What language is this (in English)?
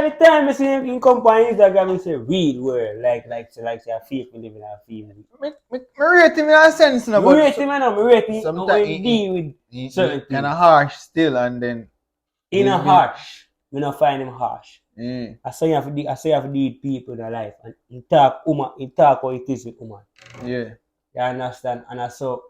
Jamaican Creole English